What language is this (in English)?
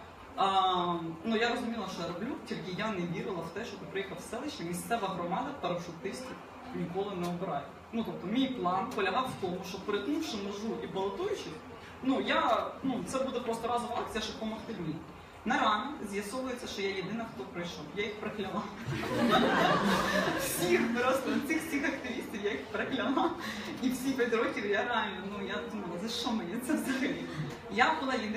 Ukrainian